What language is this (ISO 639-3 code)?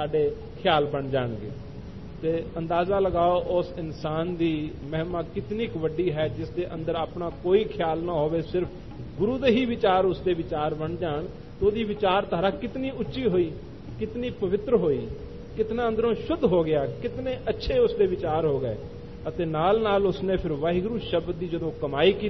pan